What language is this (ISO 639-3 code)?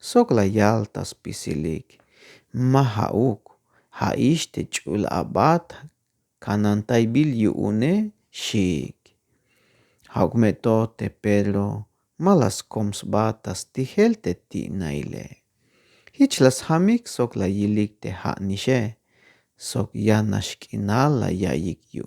tzh